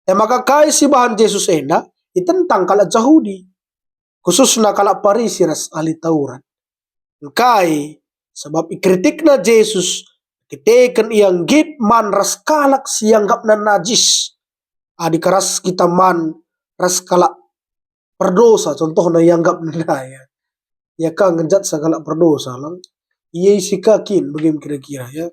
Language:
Batak Karo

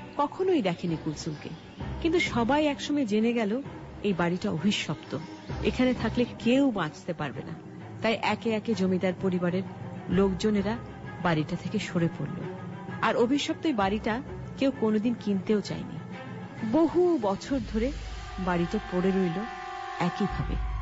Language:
Bangla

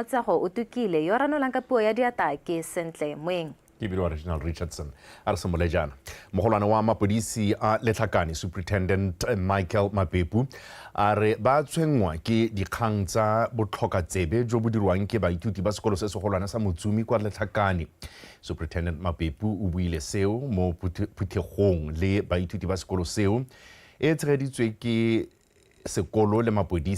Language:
Tswana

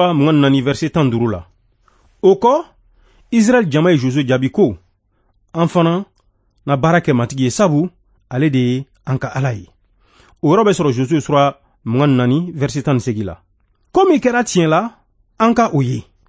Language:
Bambara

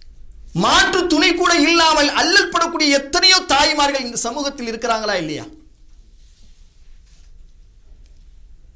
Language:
Tamil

